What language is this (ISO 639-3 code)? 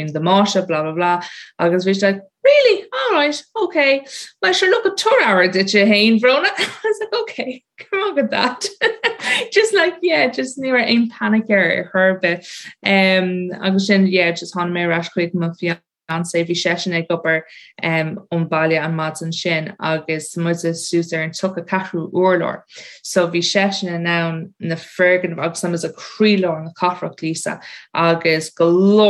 gle